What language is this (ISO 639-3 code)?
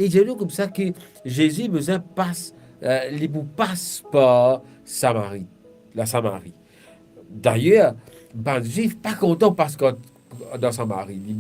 mfe